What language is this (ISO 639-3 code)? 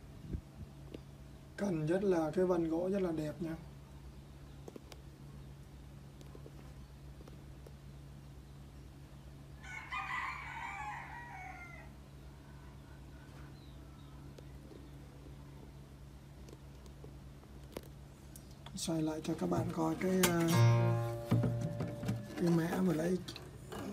vie